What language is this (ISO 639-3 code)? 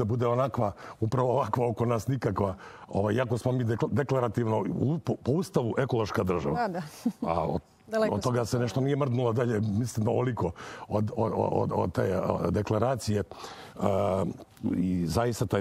srp